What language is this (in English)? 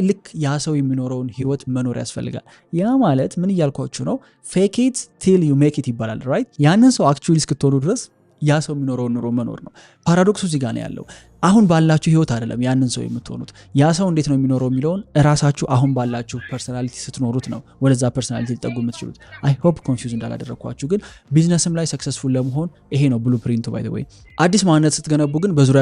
Amharic